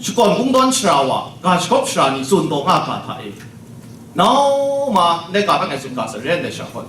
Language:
Kachin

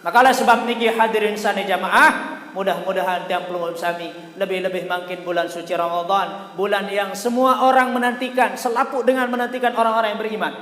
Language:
Sasak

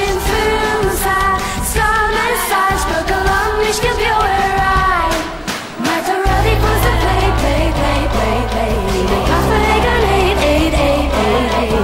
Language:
Irish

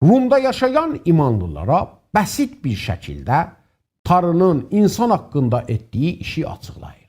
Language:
South Azerbaijani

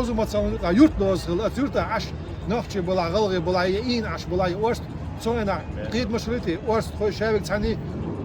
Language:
Chechen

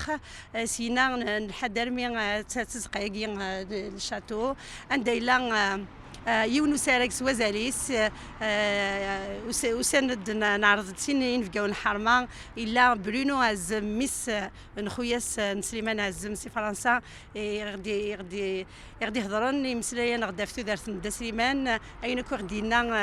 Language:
Kabyle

